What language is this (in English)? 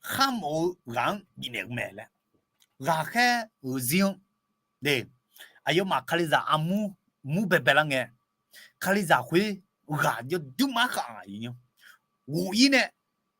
Akha